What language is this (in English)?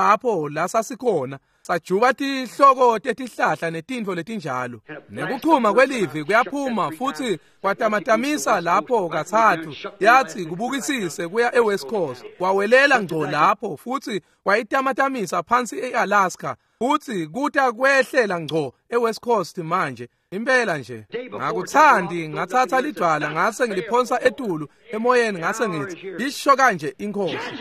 Swati